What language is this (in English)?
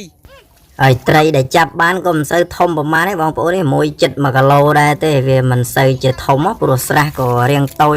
Khmer